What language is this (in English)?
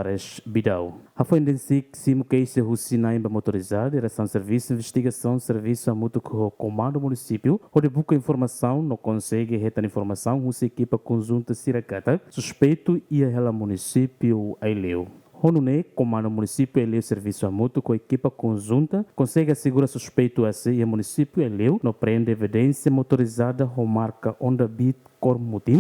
Tetum